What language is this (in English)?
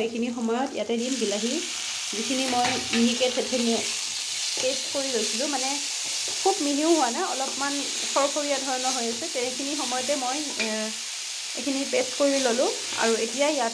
Assamese